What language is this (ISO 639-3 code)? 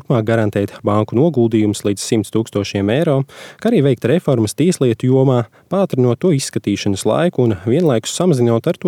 lav